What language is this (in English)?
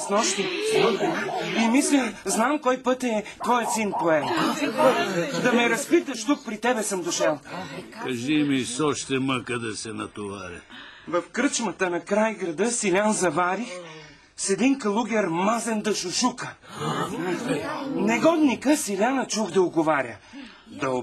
Bulgarian